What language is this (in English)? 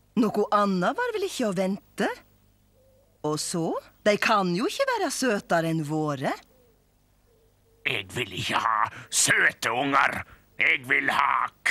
Norwegian